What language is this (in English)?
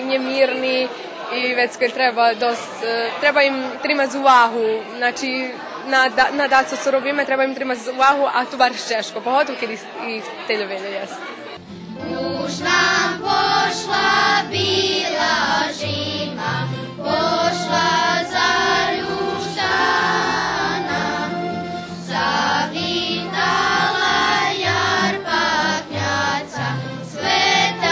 Rusyn